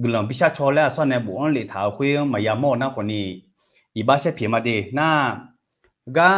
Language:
Akha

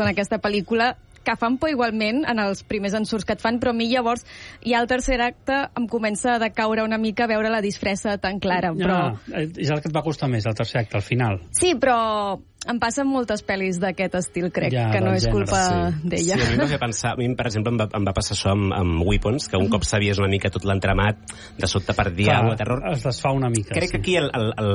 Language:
Catalan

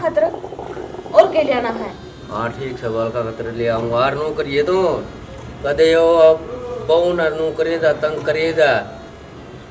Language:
Haryanvi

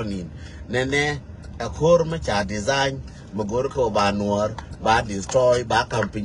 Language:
Nuer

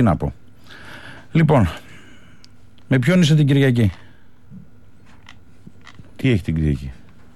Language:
Greek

